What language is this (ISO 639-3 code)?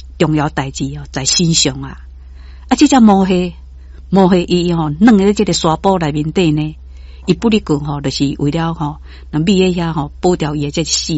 nan